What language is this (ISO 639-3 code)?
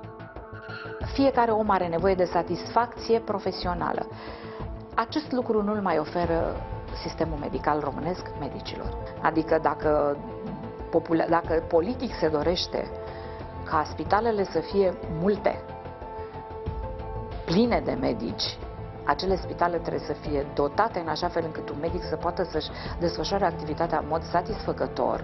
ron